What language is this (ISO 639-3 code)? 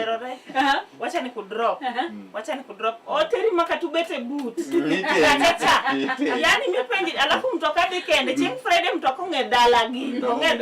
luo